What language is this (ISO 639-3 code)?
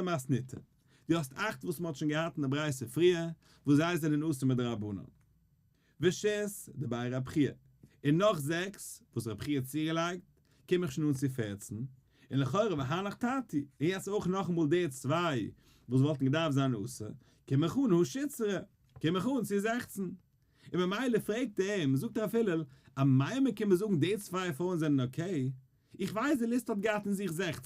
yid